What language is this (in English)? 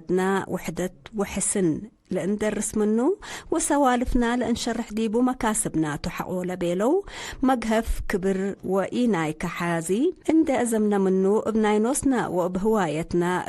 Tigre